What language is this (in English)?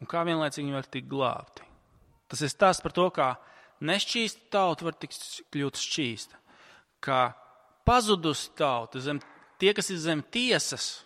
Latvian